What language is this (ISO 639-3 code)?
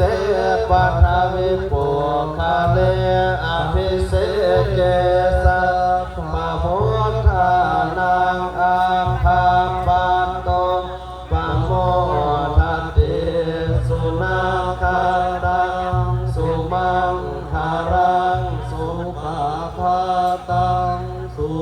pli